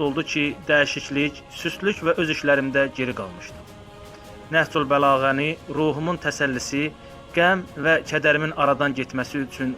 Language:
Azerbaijani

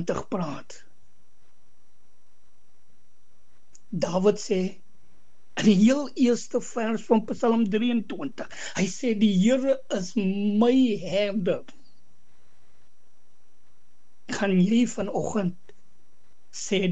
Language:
Afrikaans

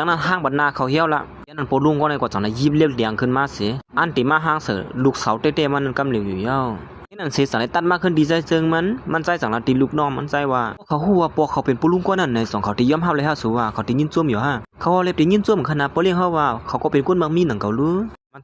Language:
Shan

